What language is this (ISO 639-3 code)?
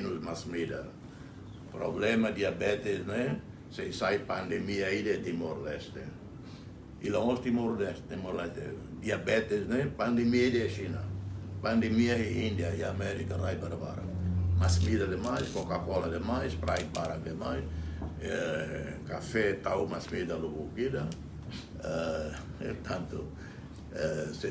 tet